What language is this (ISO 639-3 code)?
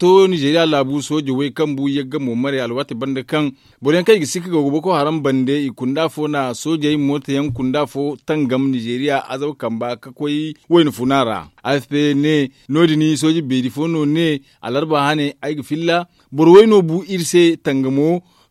dje